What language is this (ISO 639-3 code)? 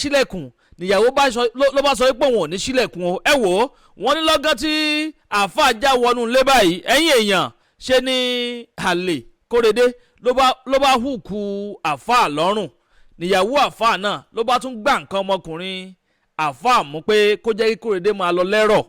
yor